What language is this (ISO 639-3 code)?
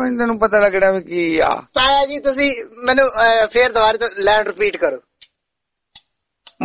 pan